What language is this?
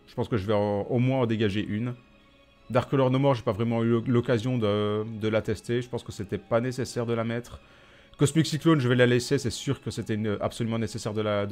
French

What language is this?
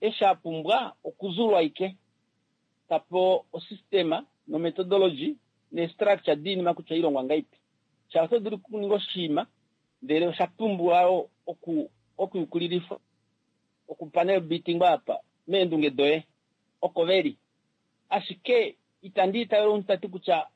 Kuanyama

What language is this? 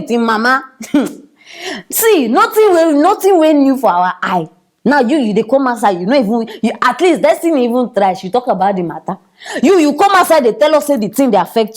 Nigerian Pidgin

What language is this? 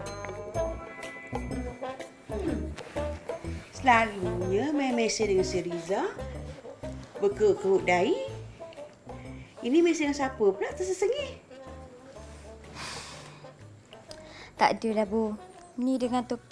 Malay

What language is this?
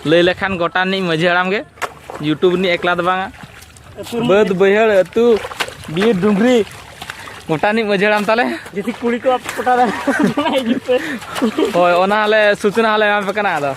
Santali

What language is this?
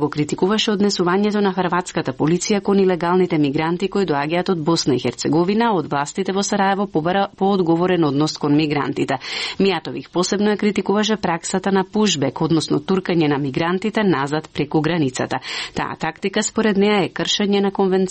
Macedonian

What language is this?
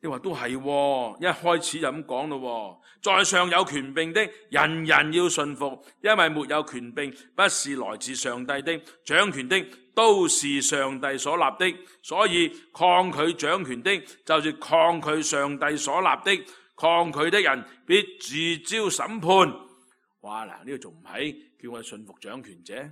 Cantonese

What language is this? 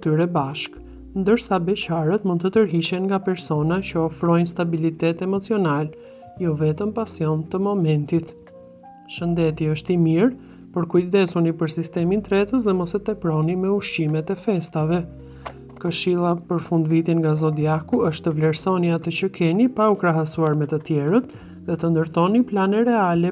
Albanian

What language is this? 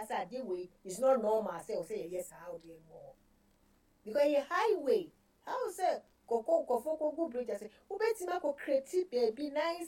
Akan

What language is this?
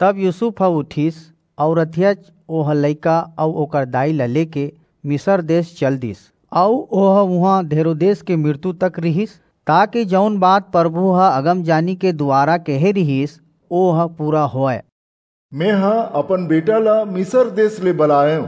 Chhattisgarhi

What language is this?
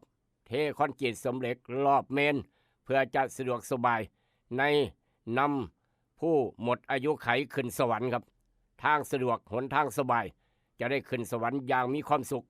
Lao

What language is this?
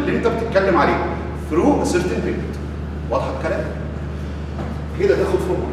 Egyptian Arabic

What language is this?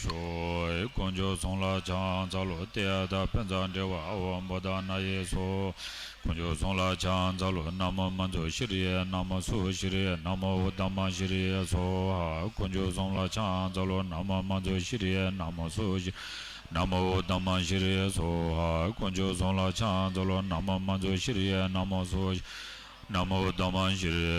Tibetan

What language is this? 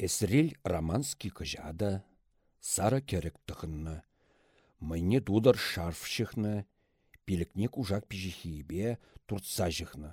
Chuvash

